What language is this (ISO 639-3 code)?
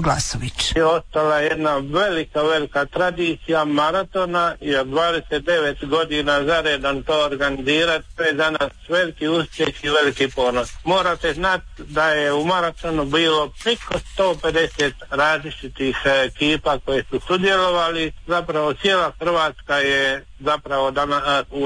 hrv